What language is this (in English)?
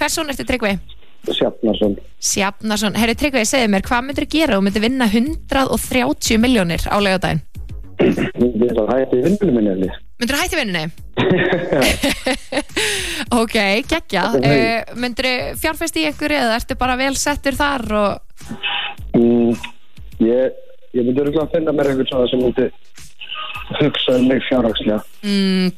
Icelandic